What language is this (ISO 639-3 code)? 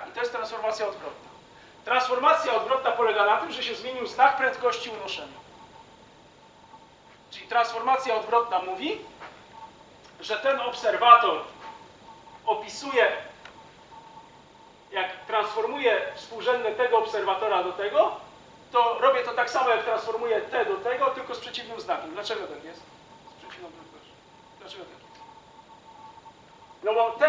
pol